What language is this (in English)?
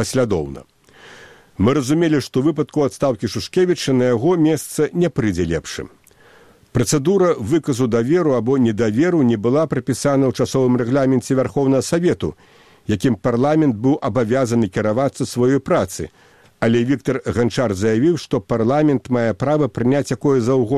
Belarusian